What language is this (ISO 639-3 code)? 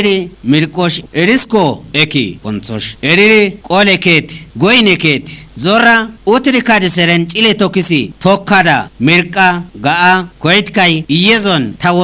kbr